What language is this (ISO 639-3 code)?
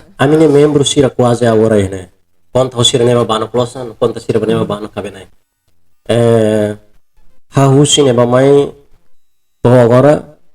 tet